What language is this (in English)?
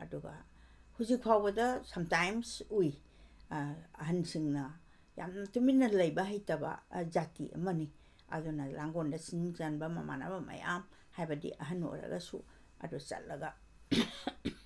Manipuri